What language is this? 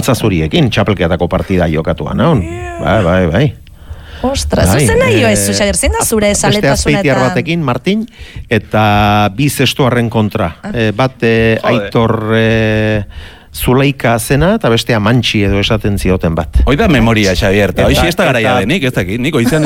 Basque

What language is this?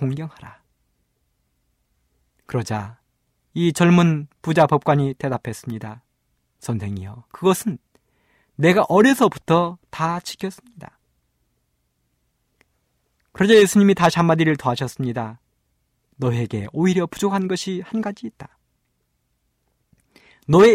Korean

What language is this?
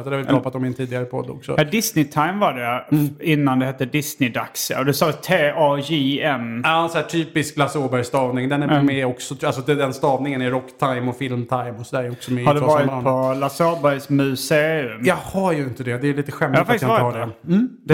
Swedish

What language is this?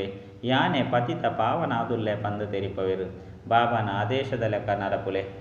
Tulu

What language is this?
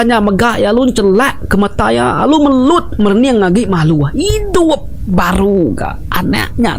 Iban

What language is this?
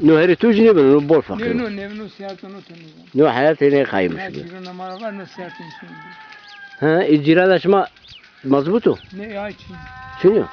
Zaza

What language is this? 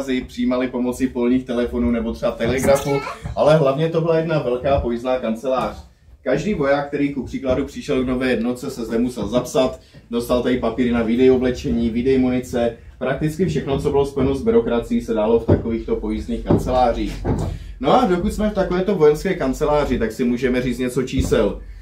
Czech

